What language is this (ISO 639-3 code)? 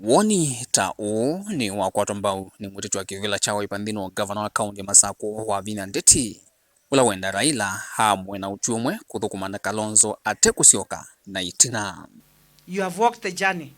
kam